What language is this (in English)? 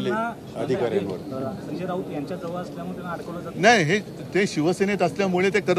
Marathi